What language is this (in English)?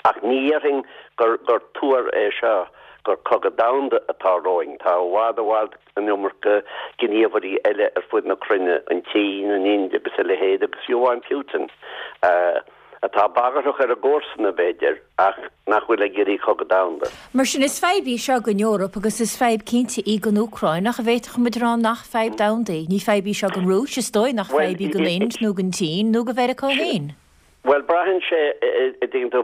Irish